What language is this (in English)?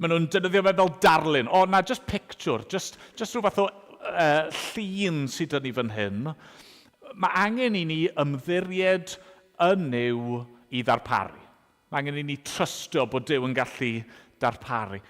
Welsh